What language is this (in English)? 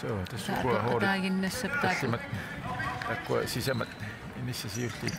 Kalaallisut